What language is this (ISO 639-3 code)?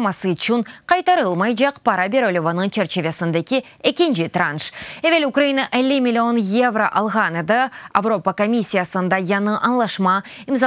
crh